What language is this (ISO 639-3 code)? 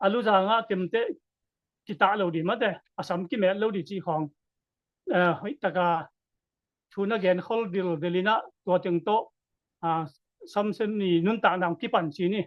ctd